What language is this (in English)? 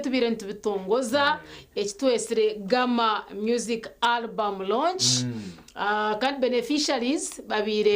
Nyankole